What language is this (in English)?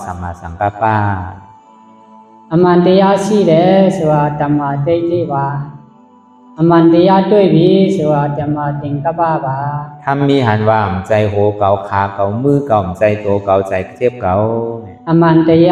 Shan